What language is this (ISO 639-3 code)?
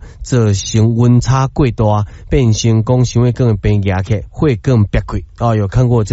nan